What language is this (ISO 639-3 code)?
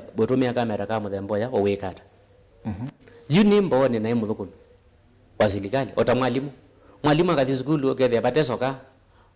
kam